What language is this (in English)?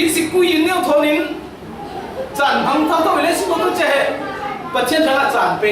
Falam Chin